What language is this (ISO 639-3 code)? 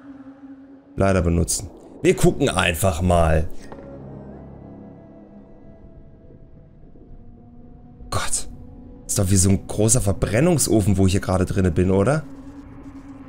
deu